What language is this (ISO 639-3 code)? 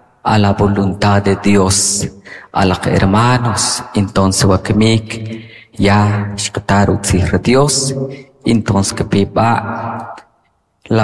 quc